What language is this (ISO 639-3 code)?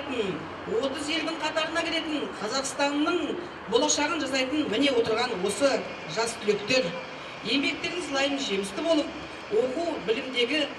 kaz